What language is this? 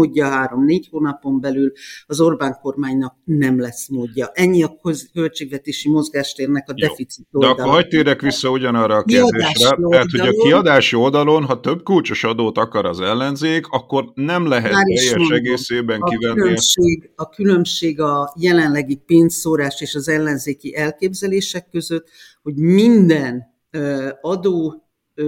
Hungarian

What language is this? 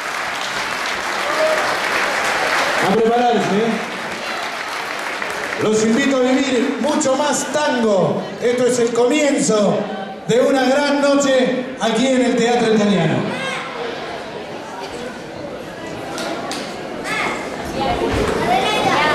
Spanish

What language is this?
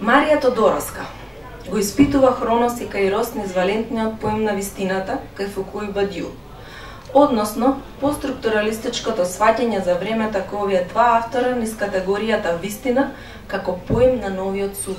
Macedonian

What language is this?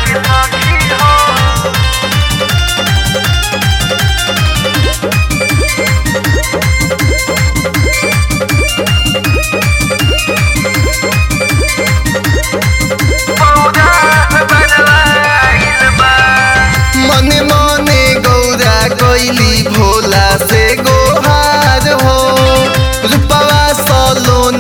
Bhojpuri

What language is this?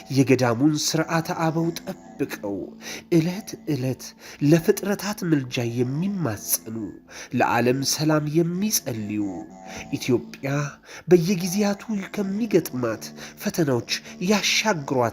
Amharic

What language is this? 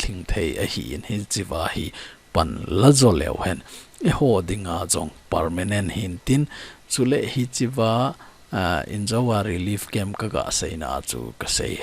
Thado Chin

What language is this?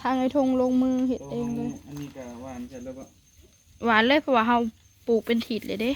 Northeastern Thai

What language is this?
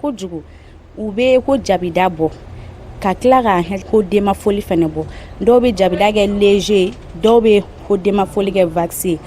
Bambara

